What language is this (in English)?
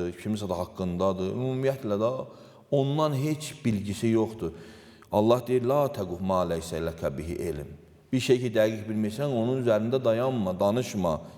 Azerbaijani